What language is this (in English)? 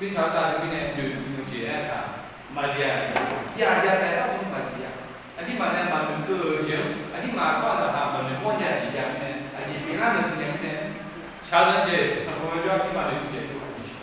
Akha